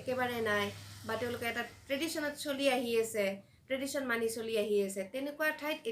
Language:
Assamese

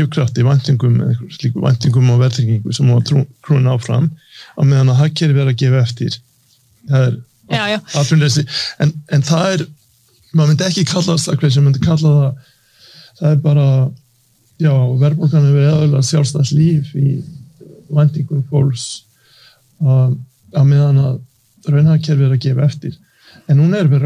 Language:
Icelandic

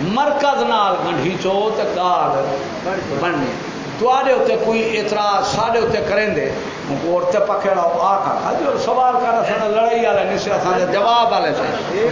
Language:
Saraiki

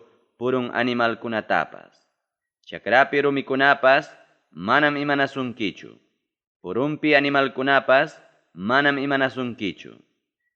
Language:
Ayacucho Quechua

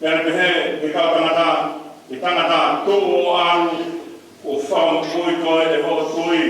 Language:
Tongan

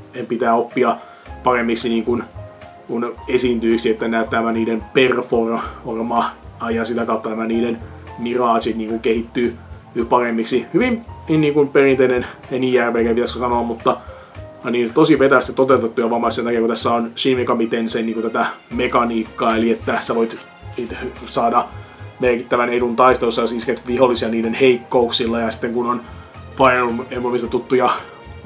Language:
Finnish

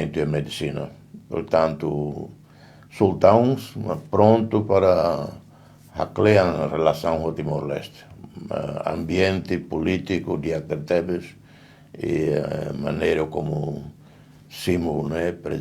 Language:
Tetum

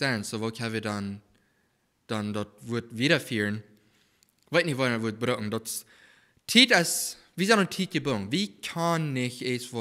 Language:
Plautdietsch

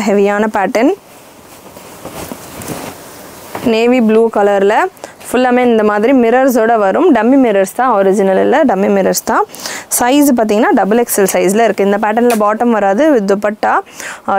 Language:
Tamil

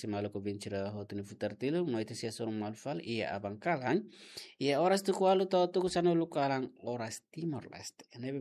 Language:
Tetum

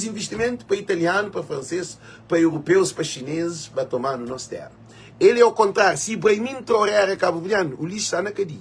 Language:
Kabuverdianu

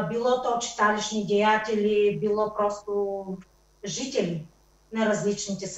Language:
Bulgarian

